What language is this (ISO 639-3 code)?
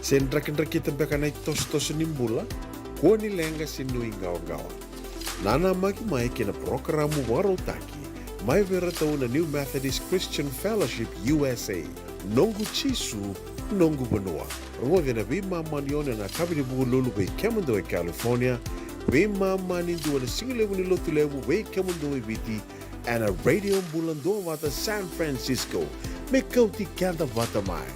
fij